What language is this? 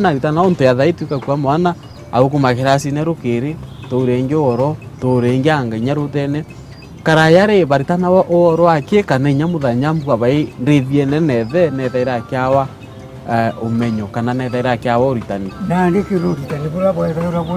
Meru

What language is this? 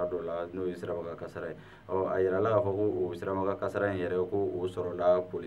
Bambara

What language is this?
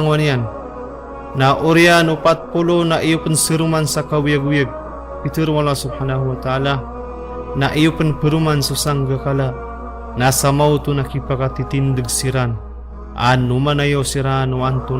Maranao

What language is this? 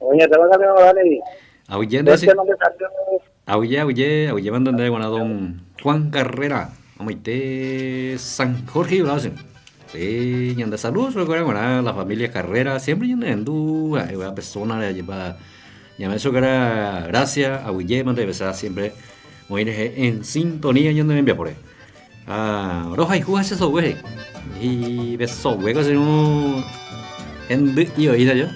Guarani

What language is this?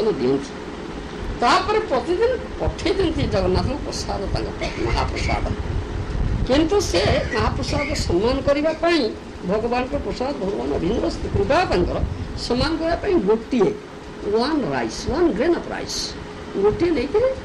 Odia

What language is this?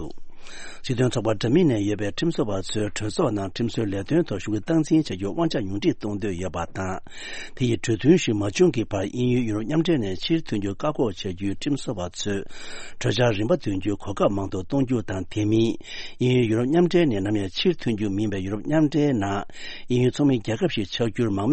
Tibetan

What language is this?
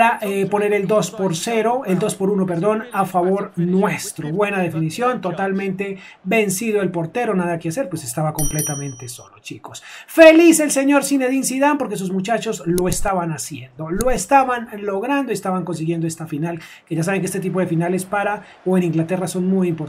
Spanish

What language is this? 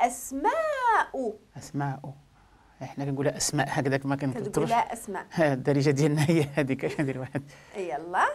Moroccan Arabic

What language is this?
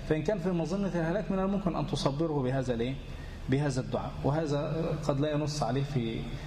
Arabic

